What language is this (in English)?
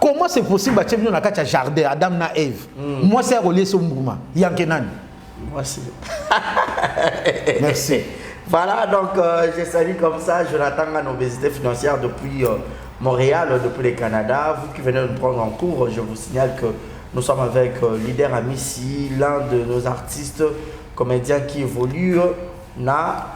Lingala